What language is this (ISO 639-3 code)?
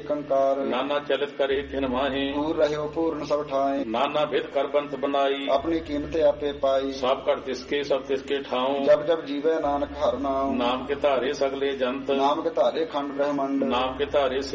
pan